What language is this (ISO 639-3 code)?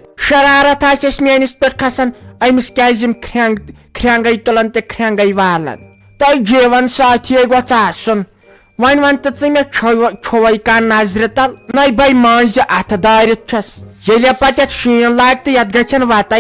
kas